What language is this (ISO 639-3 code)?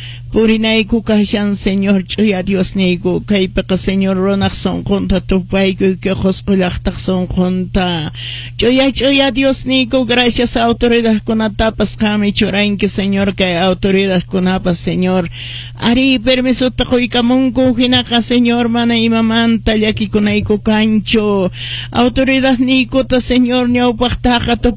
que